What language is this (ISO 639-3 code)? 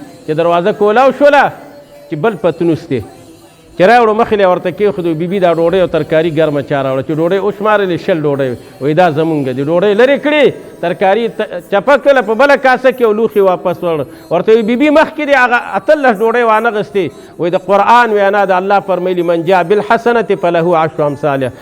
pus